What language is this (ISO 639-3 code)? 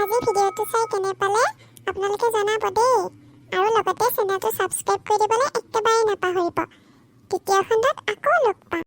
asm